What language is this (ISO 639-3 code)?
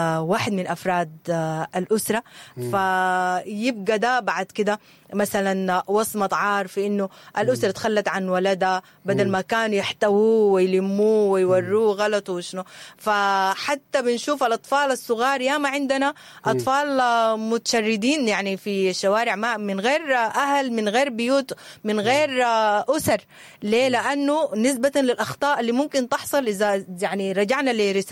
apd